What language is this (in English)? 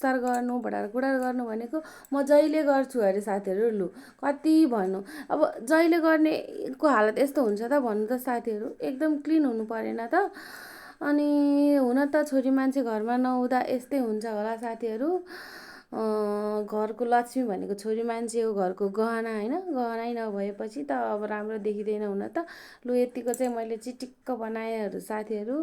Nepali